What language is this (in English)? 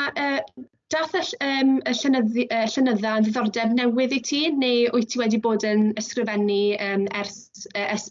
Welsh